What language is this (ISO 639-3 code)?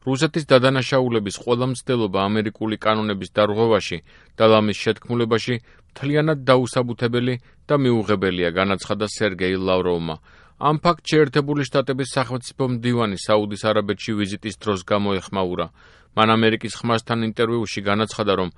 kat